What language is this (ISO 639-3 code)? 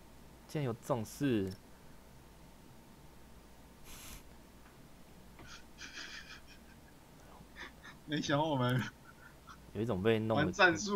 zho